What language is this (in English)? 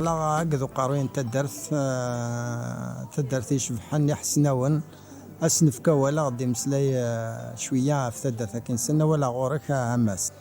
Kabyle